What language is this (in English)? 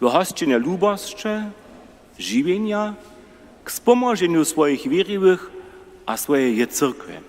Upper Sorbian